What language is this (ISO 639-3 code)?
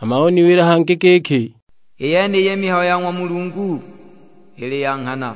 suk